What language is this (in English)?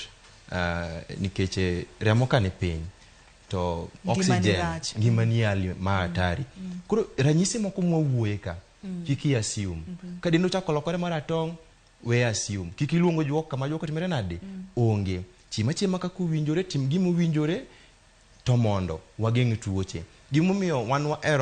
Luo (Kenya and Tanzania)